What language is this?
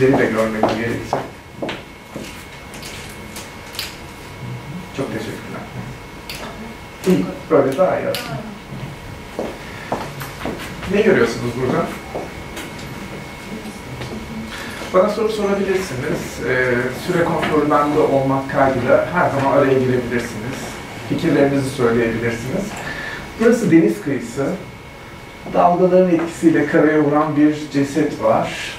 Turkish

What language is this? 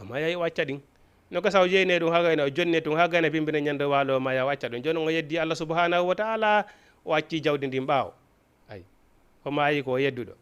Fula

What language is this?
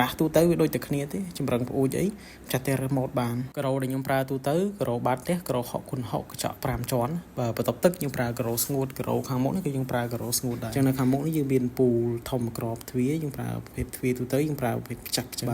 Khmer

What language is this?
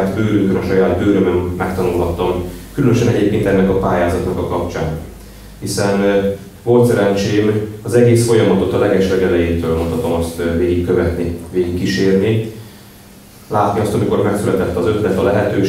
Hungarian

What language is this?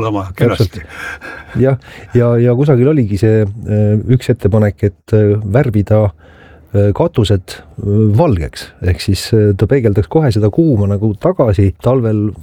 Estonian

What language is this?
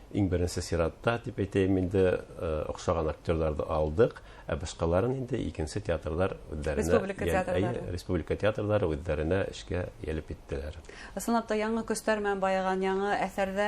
Bashkir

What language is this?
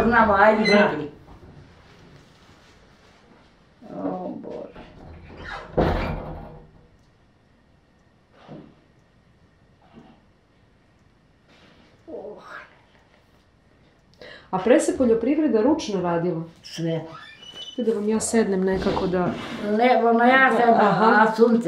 Serbian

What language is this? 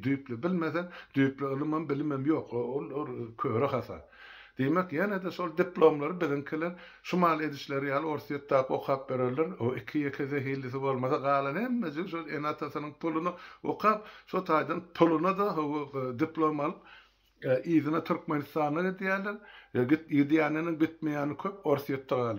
Turkmen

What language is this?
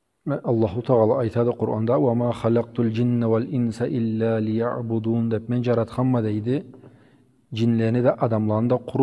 Karachay-Balkar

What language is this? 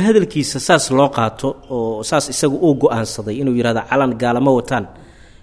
Somali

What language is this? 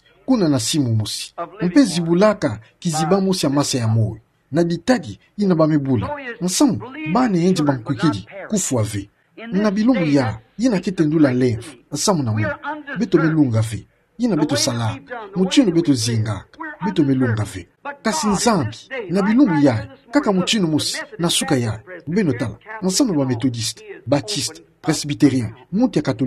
Kituba (Democratic Republic of Congo)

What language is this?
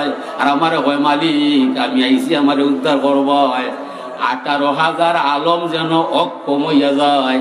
Sylheti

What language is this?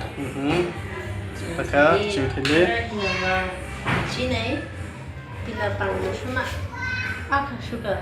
Tangkhul Naga (India)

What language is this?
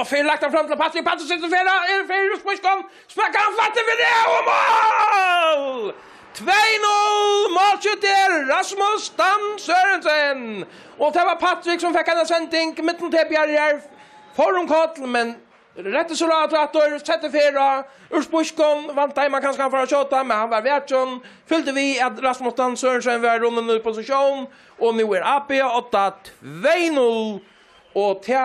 Faroese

